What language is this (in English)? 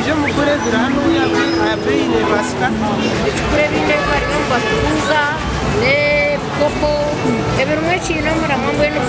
Nyankole